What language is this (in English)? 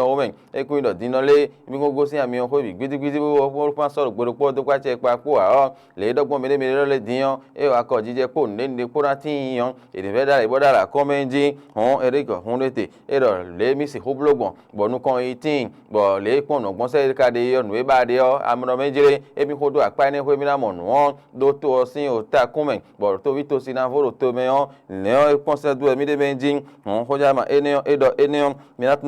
Fon